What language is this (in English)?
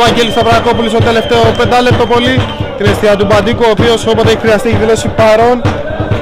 Greek